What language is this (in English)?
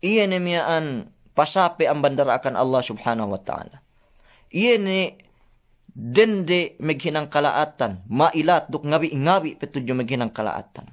Yakan